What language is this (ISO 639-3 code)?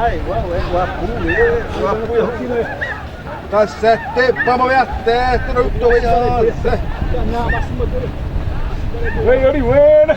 xav